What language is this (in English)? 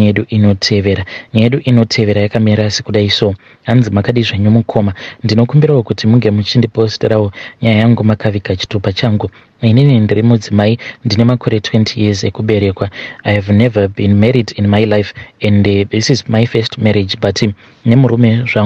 Shona